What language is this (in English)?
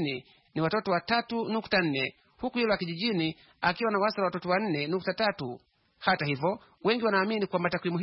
Swahili